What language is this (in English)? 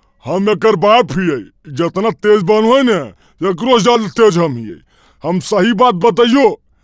Magahi